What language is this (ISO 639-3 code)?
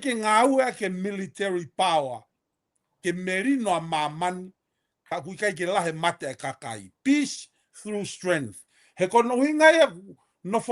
ton